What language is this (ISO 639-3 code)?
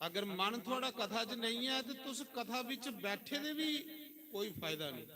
doi